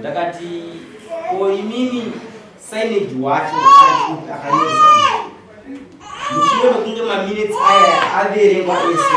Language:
Shona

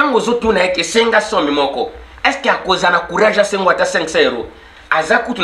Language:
Lingala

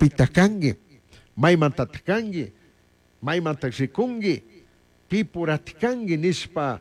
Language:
Chimborazo Highland Quichua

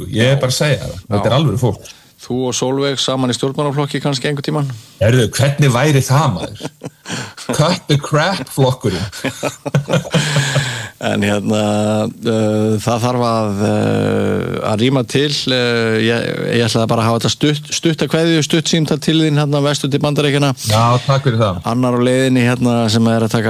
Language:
Icelandic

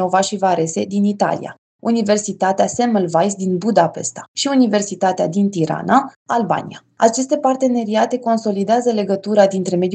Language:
Romanian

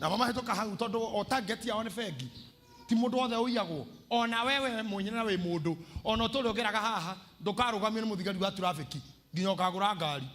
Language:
Kikuyu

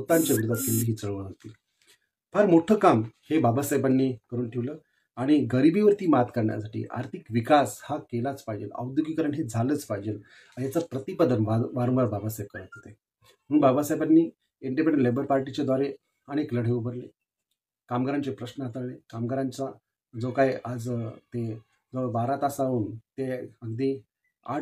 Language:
Marathi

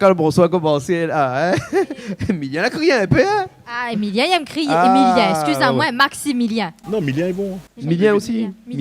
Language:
Réunion Creole French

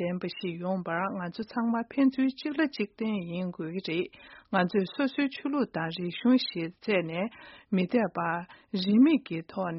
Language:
Tibetan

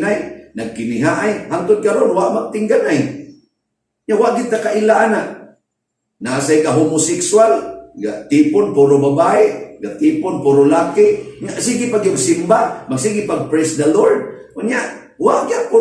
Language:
Cebuano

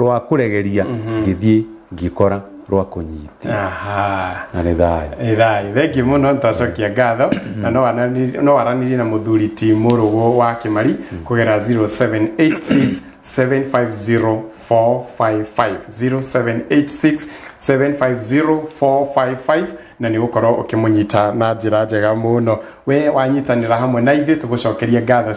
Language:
Kikuyu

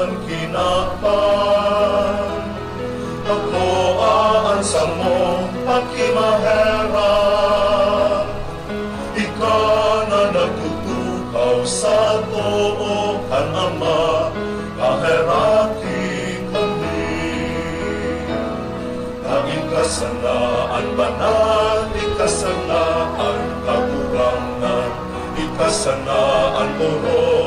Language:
Bikol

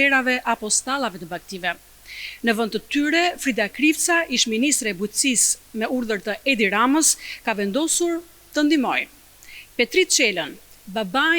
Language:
Albanian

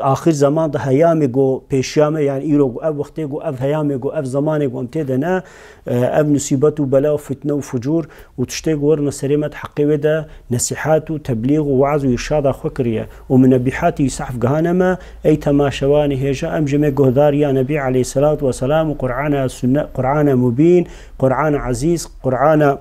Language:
Kurdish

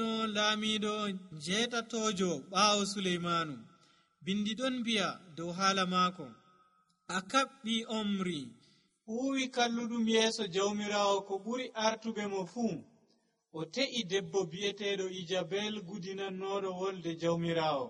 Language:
Nigerian Fulfulde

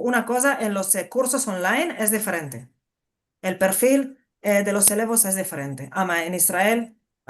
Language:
Ladino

